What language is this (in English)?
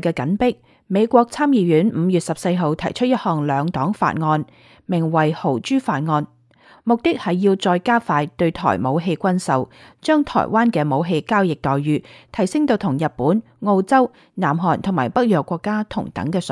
Cantonese